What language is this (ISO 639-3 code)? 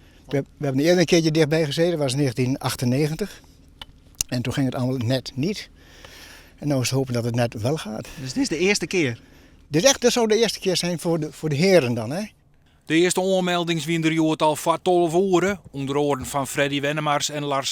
fry